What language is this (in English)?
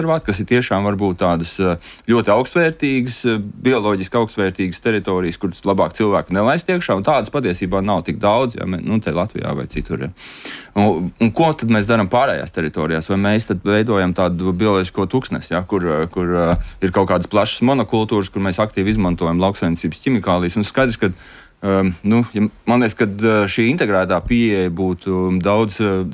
Latvian